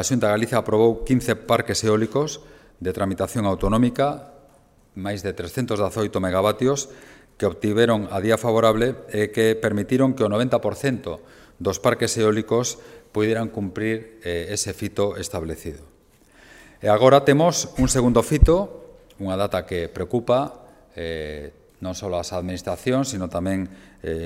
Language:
Galician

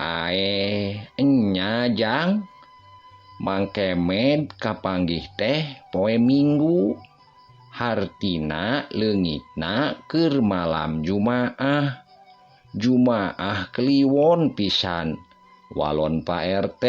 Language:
Sundanese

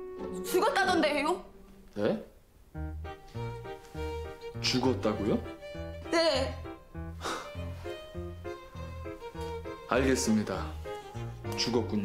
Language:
Korean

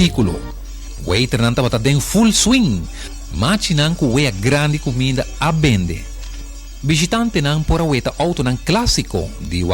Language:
Papiamento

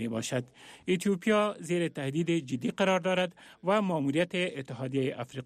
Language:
Persian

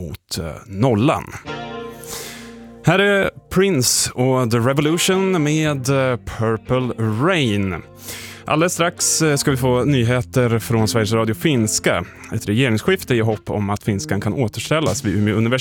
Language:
Swedish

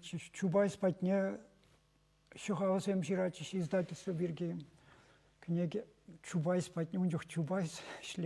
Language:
Chuvash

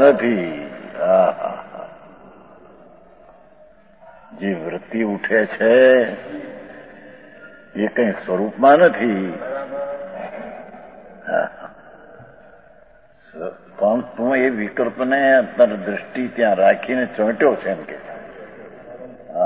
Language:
Gujarati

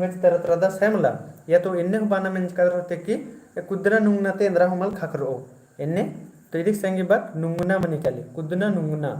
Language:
Kurukh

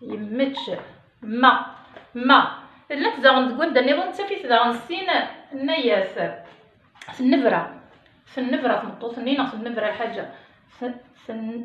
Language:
Kabyle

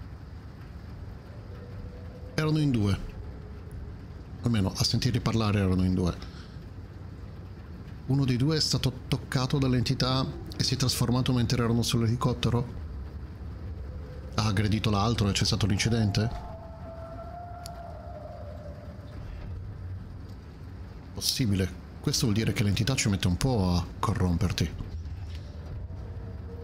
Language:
Italian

